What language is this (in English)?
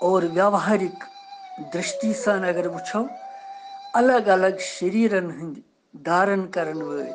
Kashmiri